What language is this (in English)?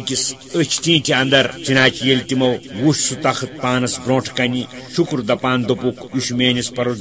Kashmiri